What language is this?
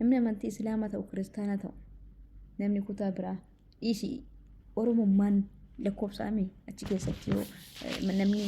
Oromo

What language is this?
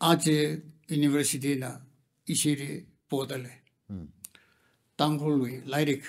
Tangkhul Naga (India)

